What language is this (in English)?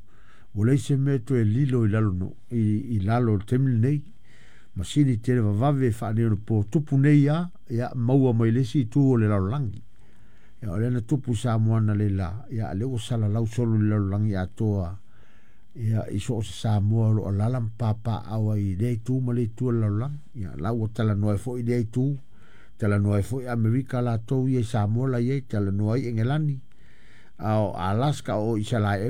Samoan